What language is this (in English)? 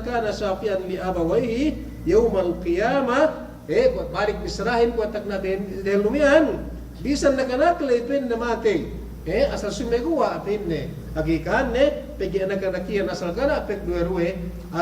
Yakan